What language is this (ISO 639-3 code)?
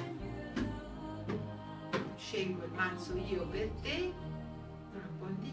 ita